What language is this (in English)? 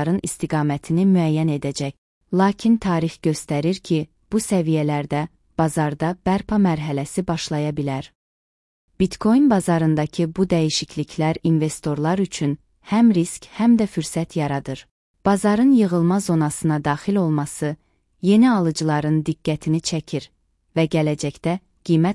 Azerbaijani